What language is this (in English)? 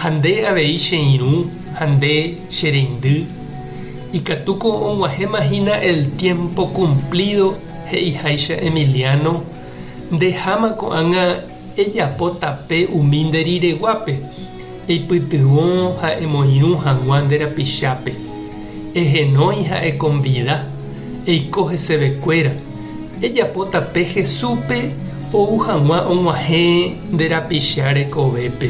Guarani